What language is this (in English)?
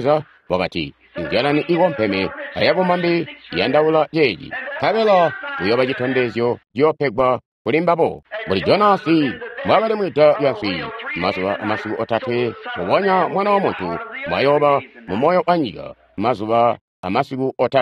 Tonga (Zambia)